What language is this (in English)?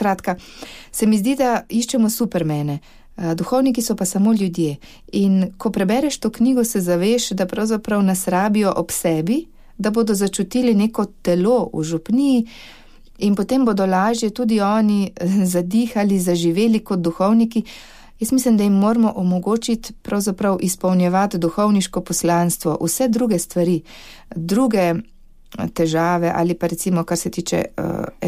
Slovenian